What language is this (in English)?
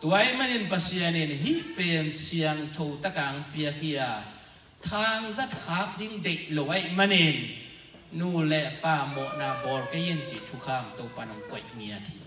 Tedim Chin